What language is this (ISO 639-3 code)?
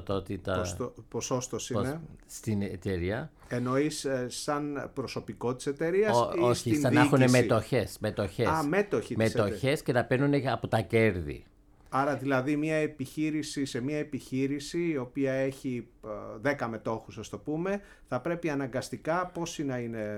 ell